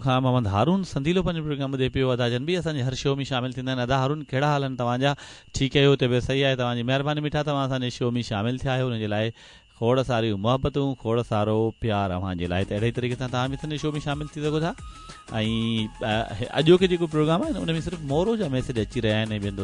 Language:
Sindhi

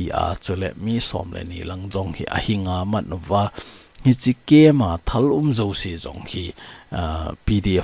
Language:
Thado Chin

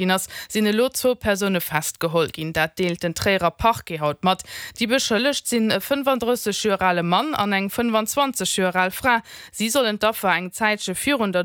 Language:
Luxembourgish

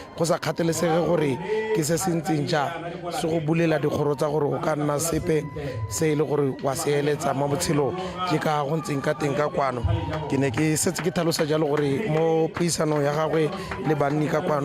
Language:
Tswana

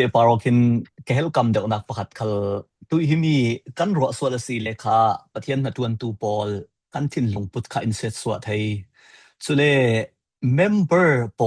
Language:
Falam Chin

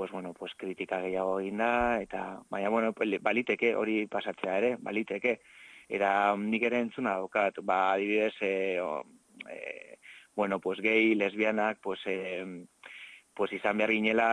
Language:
Basque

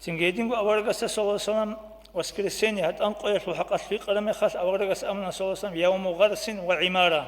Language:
Avaric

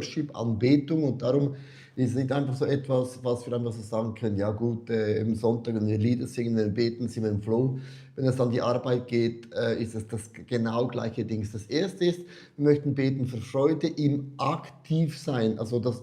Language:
Swiss German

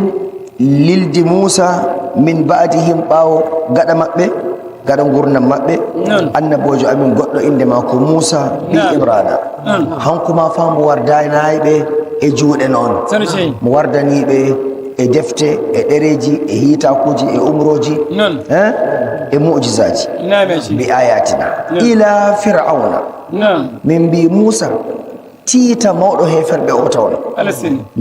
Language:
Nigerian Fulfulde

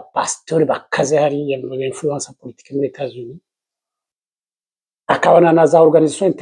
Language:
Kinyarwanda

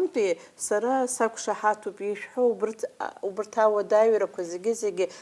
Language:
Abkhazian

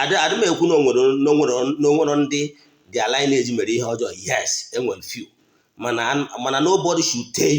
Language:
Igbo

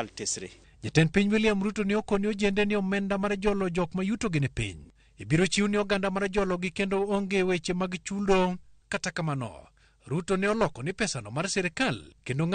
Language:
Luo (Kenya and Tanzania)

